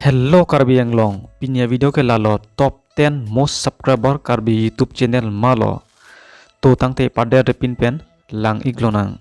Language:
Karbi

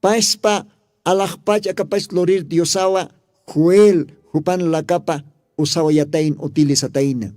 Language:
Aymara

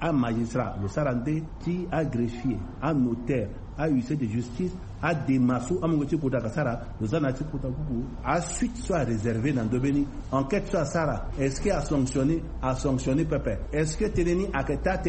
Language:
Sango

